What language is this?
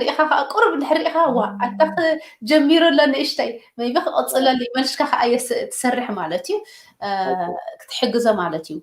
Tigrinya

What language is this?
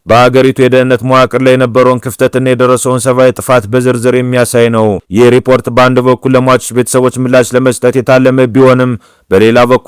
Amharic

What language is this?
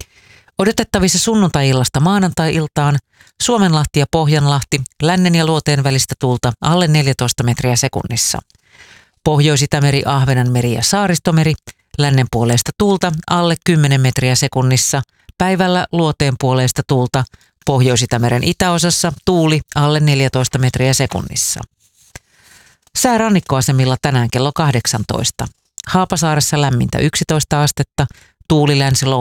Finnish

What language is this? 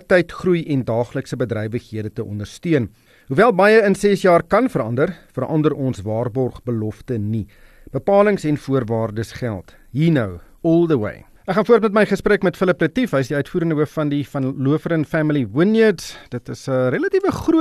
Afrikaans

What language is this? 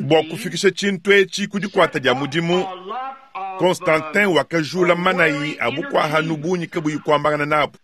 Luba-Lulua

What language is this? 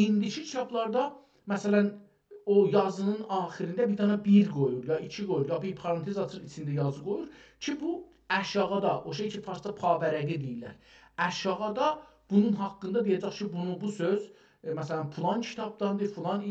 South Azerbaijani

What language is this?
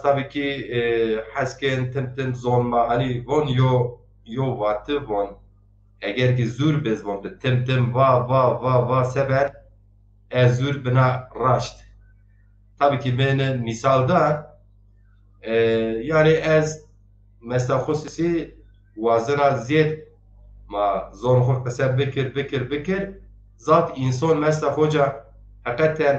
Zaza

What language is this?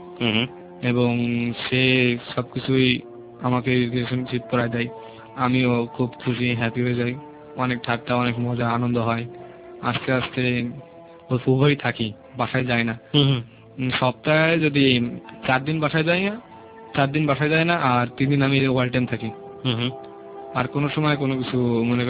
Bangla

